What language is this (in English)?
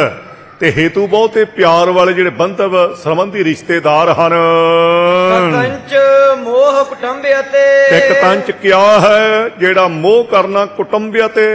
Punjabi